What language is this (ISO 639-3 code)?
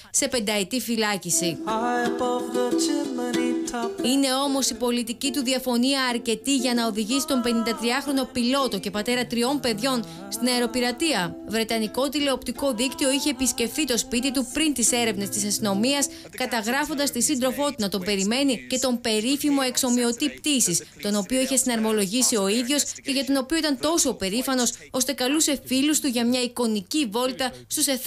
ell